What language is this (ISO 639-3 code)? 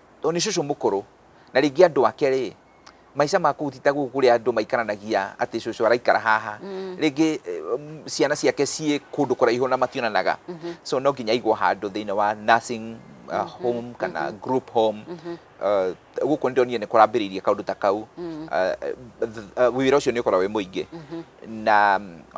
kik